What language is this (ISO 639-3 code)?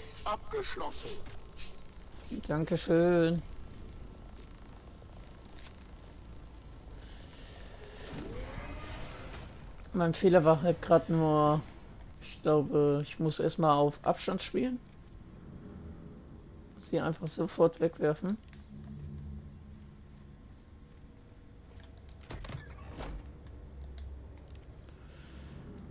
deu